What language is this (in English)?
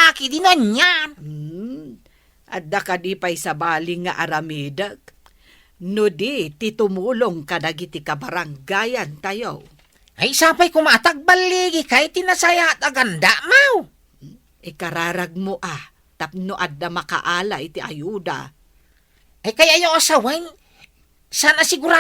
Iloko